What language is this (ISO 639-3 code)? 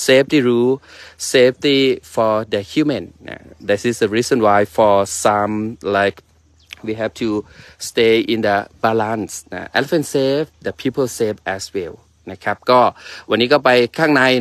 tha